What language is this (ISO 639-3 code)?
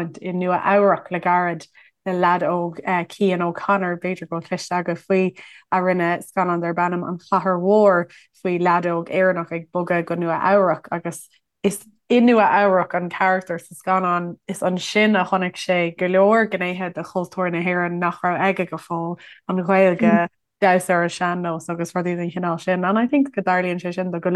gle